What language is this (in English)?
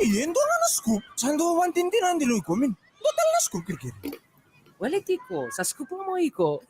Fijian